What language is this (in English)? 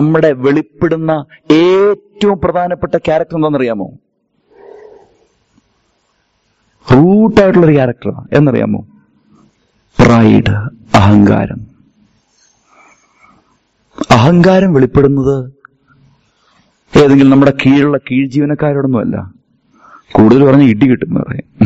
Malayalam